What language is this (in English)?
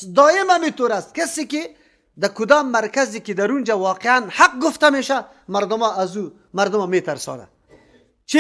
Persian